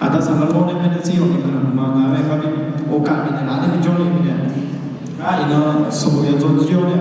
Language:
Akha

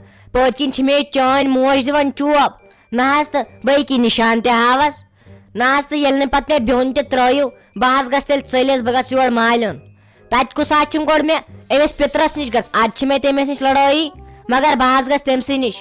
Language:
Kashmiri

